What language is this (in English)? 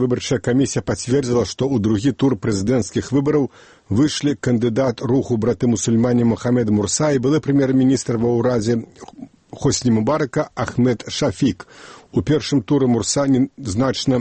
Belarusian